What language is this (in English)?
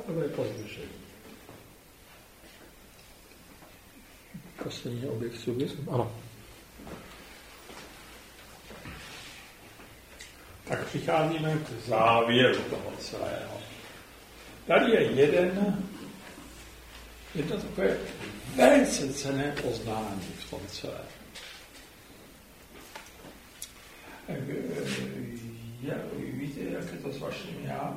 Czech